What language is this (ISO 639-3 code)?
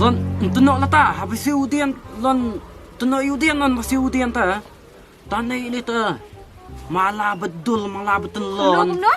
kha